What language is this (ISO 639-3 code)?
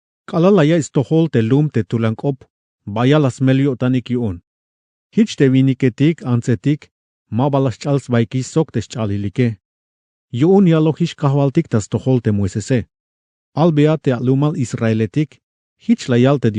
tzh